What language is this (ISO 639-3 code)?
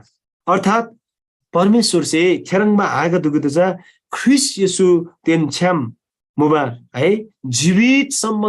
taj